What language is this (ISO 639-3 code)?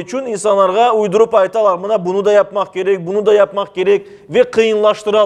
crh